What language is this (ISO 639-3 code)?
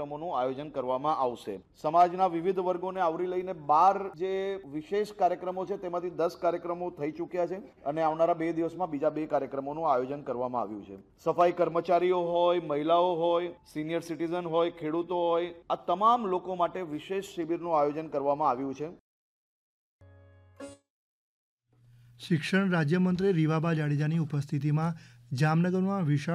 guj